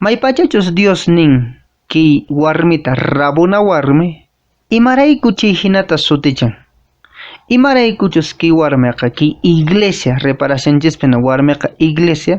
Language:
Quechua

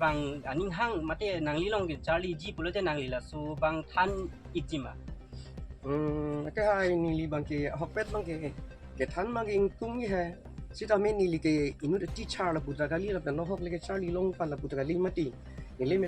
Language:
Karbi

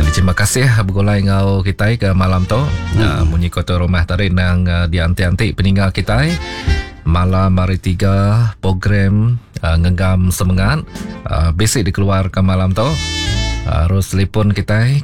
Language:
Iban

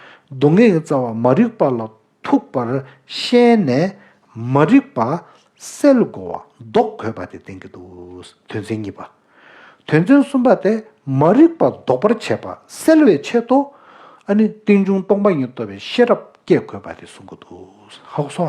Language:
Tibetan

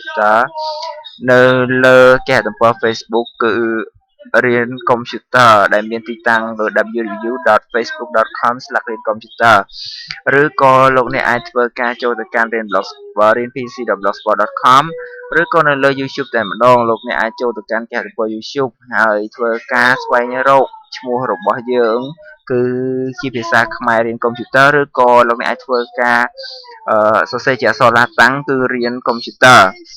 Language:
Khmer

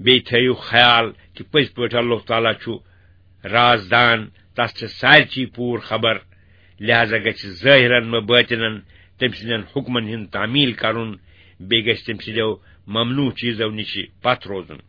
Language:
Kashmiri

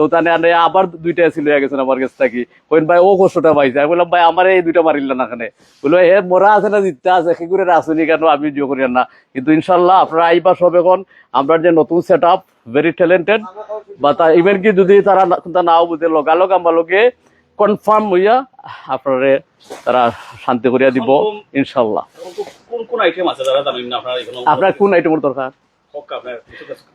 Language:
Sylheti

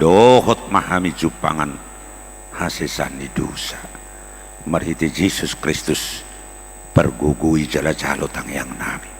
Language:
Batak Toba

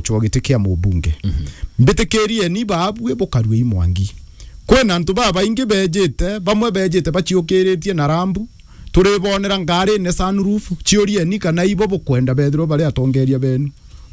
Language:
Meru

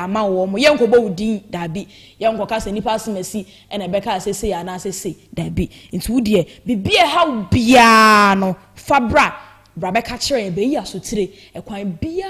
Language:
Akan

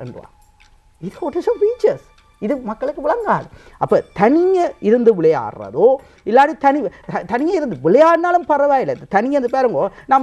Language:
Tamil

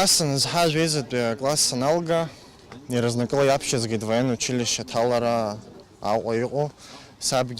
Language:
Abkhazian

